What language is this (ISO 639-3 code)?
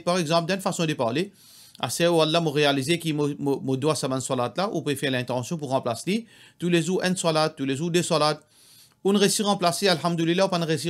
mfe